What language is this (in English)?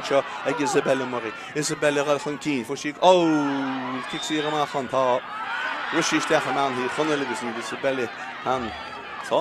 Irish